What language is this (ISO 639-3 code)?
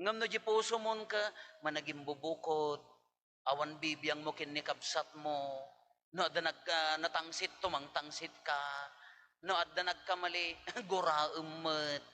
ilo